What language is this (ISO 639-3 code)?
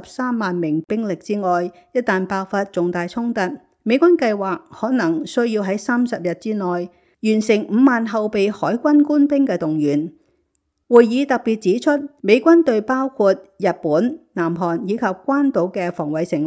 yue